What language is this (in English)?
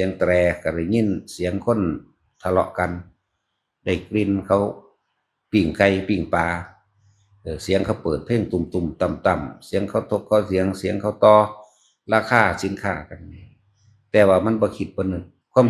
Northeastern Thai